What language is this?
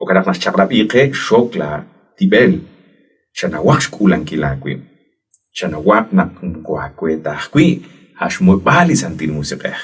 Kekchí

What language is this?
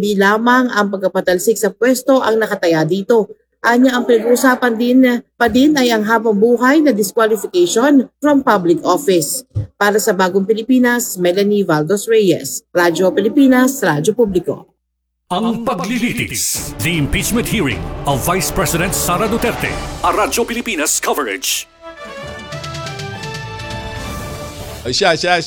Filipino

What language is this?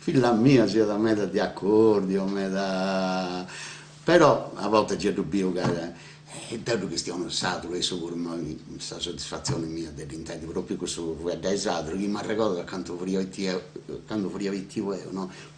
Sardinian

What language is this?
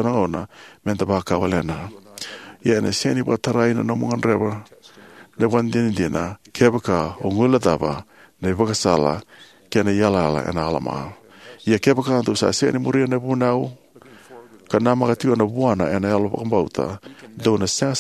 Fijian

